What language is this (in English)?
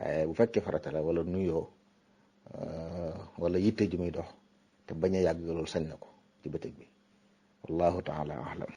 Wolof